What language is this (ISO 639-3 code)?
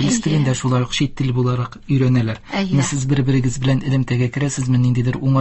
tat